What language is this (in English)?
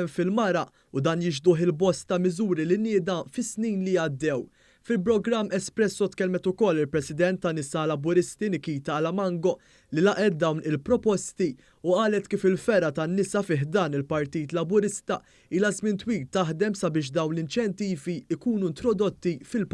Maltese